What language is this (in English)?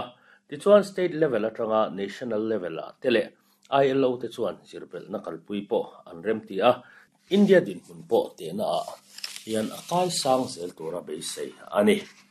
Mizo